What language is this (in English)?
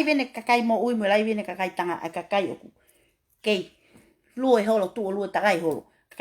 Tongan